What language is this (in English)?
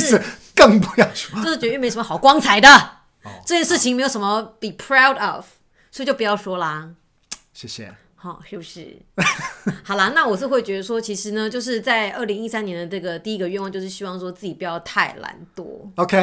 Chinese